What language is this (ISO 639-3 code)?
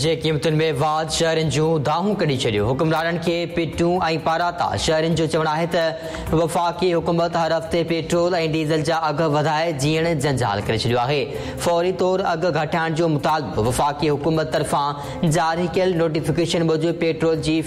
snd